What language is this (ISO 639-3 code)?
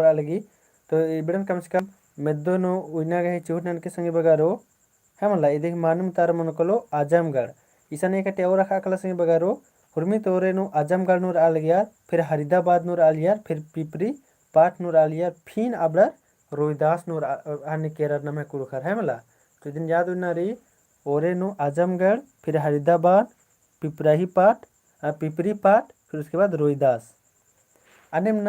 kru